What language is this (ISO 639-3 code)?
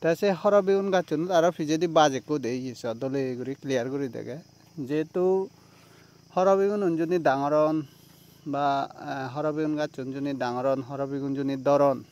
ccp